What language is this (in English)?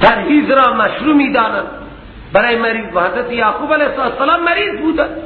Persian